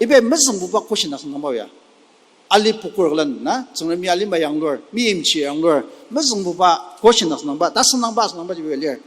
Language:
Ao Naga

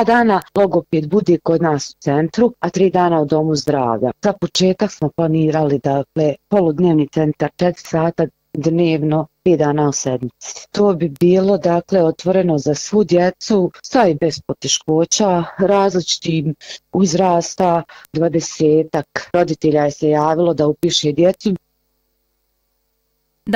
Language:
Bosnian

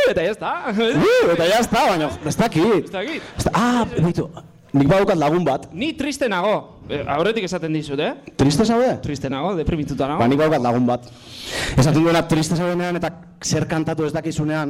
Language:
Basque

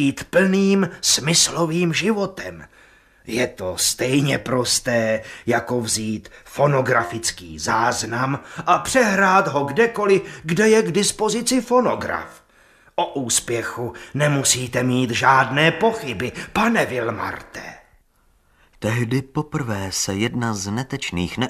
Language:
Czech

